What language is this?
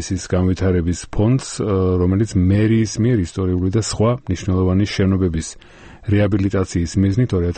Georgian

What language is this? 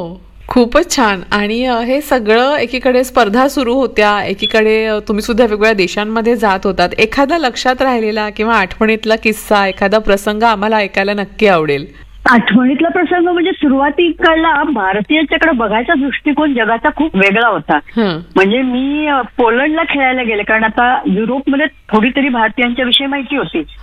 Marathi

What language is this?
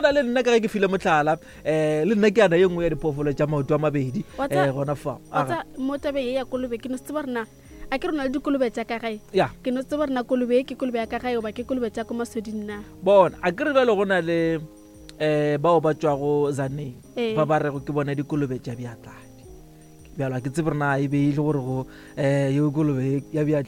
Northern Sotho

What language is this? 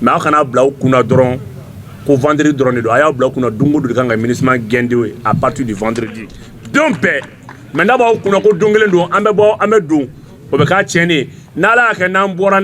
Bambara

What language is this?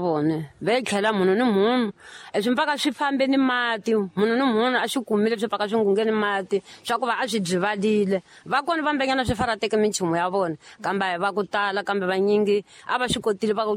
Tsonga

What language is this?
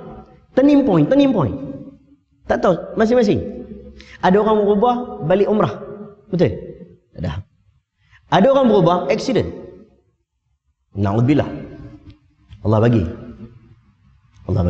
Malay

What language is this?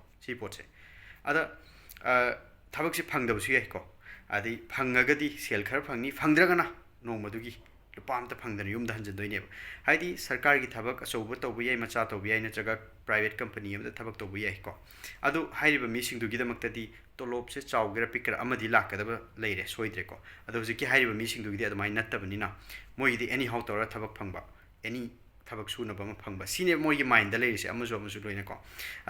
Manipuri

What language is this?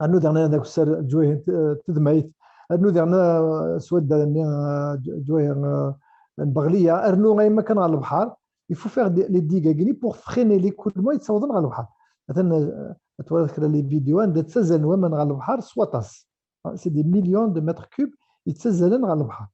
Kabyle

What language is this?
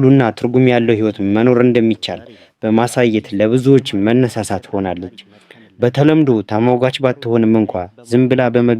Amharic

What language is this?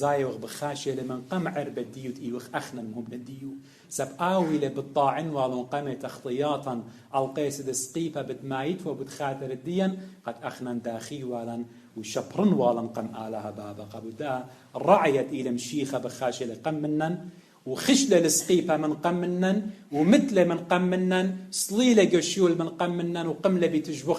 Assyrian Neo-Aramaic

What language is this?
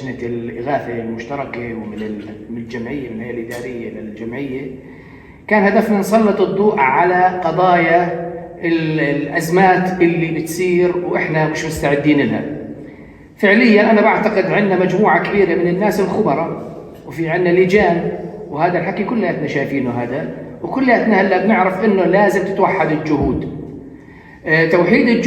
North Levantine Arabic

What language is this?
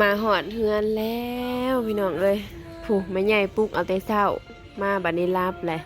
Northeastern Thai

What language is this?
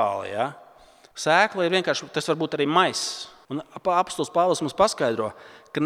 Latvian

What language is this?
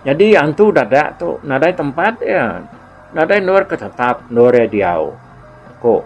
Iban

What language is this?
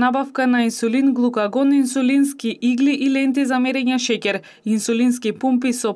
Macedonian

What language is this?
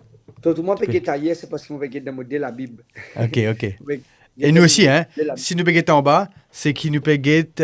Morisyen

